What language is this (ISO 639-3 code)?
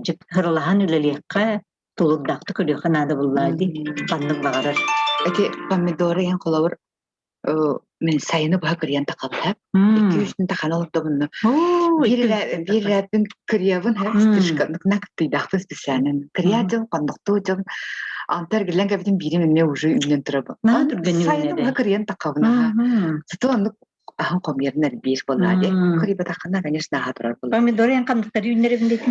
sah